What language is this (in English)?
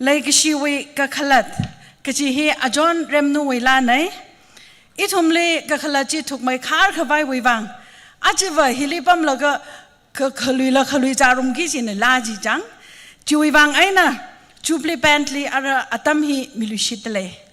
Tangkhul Naga (India)